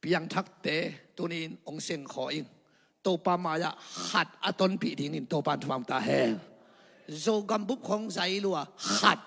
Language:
Tedim Chin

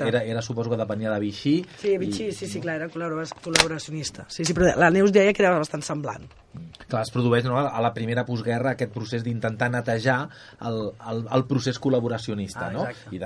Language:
Catalan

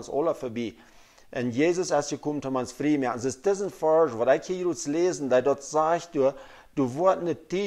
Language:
Plautdietsch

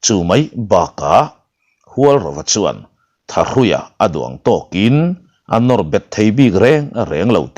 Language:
Mizo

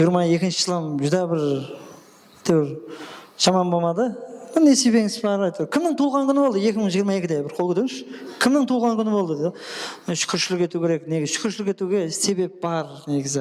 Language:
Kara-Kalpak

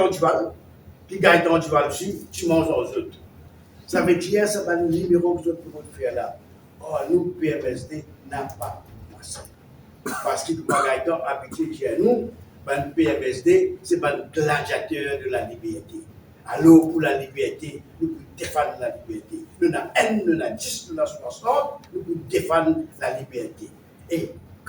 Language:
Morisyen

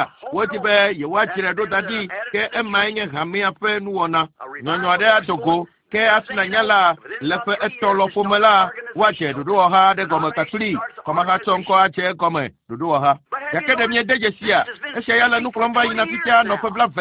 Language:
Ewe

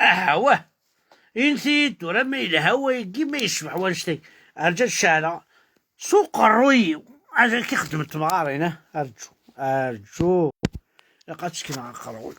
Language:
Kabyle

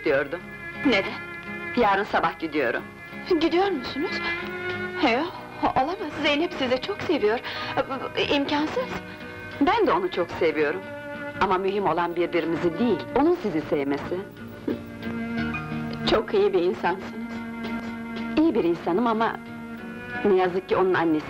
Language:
Turkish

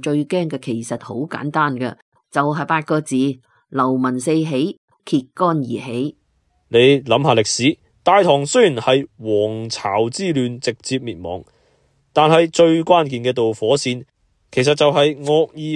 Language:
Cantonese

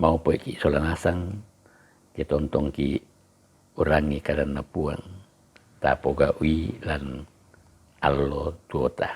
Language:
Toraja-Sa'dan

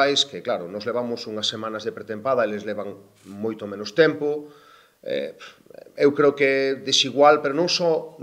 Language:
Galician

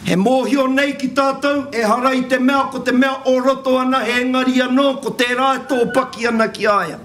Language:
Māori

